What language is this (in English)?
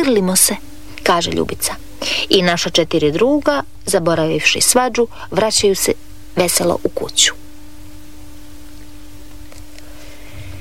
Croatian